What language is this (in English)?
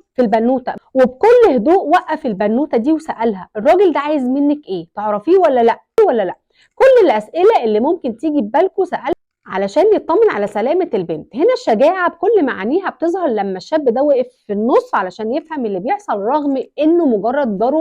Egyptian Arabic